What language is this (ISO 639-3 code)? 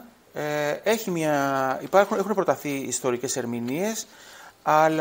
ell